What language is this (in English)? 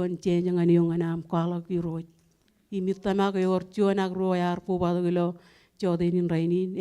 Marshallese